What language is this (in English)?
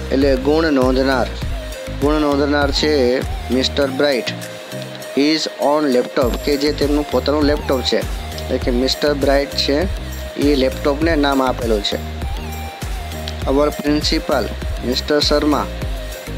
Gujarati